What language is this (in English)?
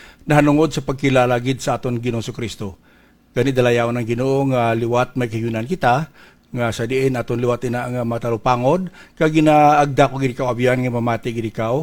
Hiligaynon